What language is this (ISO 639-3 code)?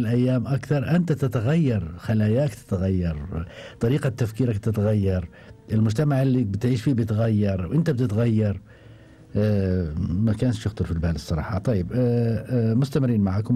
afb